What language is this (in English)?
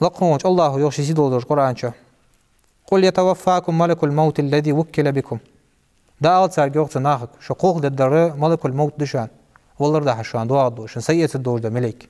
Ingush